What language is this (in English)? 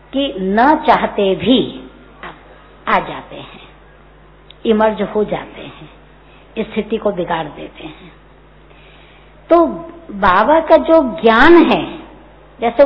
Hindi